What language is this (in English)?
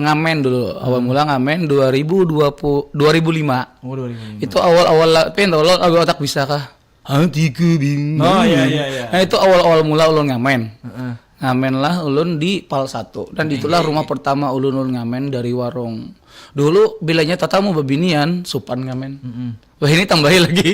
Banjar